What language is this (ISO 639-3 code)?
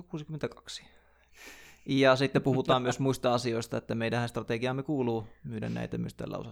fin